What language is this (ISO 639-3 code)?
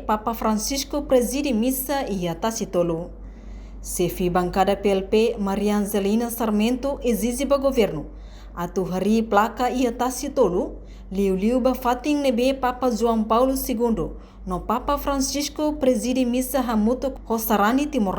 tet